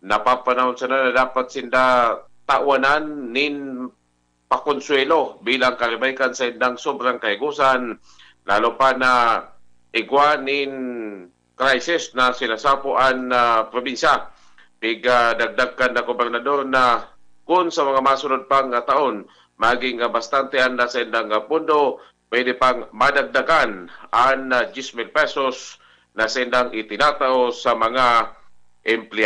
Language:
Bikol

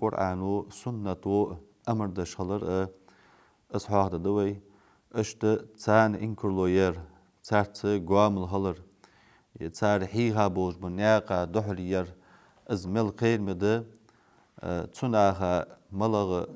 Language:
Ingush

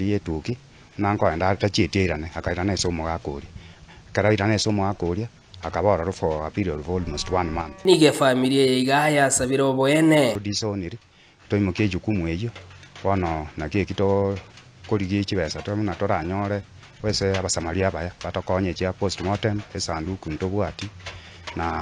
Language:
Gusii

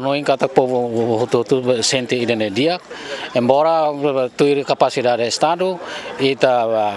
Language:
Tetum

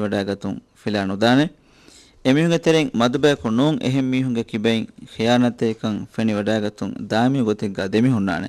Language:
Divehi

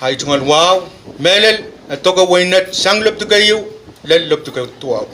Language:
Pohnpeian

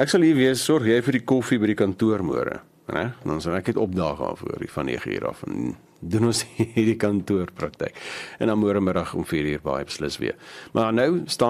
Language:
Afrikaans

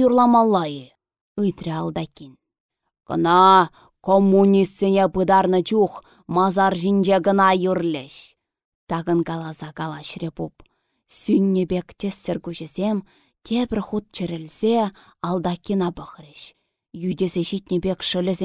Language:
Chuvash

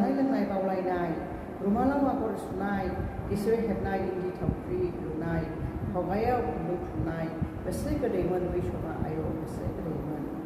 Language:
Bodo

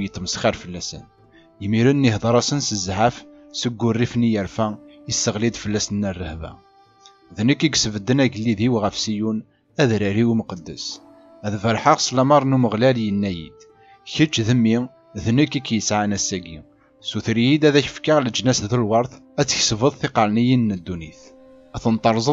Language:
Kabyle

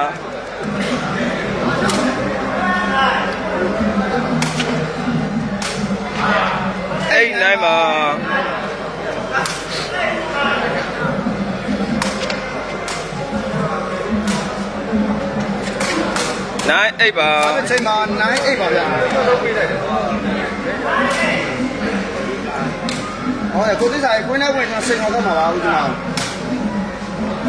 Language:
Burmese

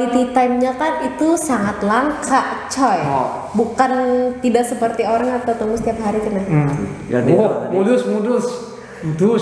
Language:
Banjar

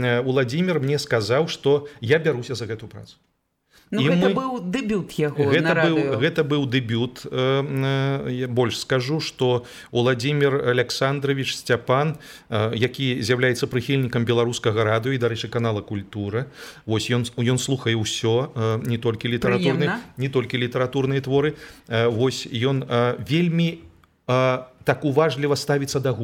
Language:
Belarusian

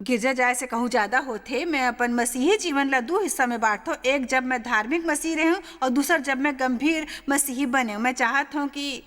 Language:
Chhattisgarhi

